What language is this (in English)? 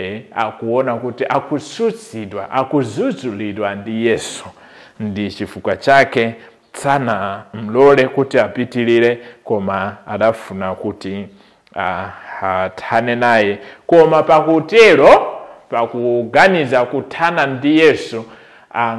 Nyanja